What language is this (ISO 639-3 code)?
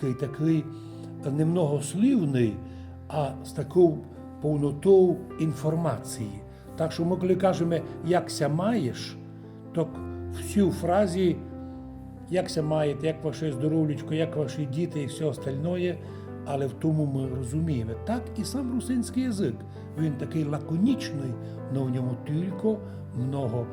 rue